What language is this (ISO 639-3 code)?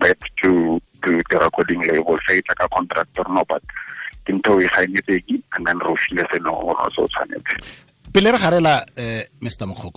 tsn